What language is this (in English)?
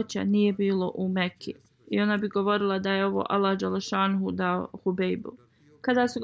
Bosnian